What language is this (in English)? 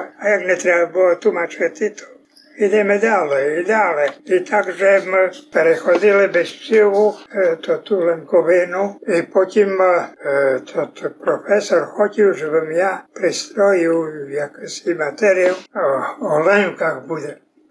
Rusyn